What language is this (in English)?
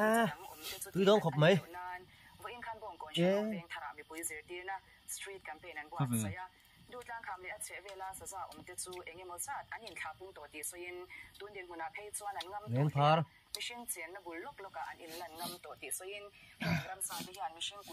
Mizo